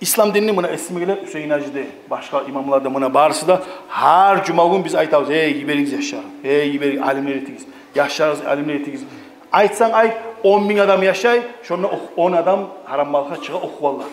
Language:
Kumyk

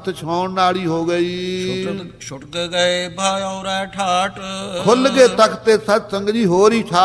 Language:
Punjabi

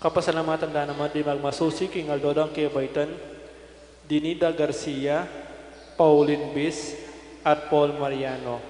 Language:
Pampanga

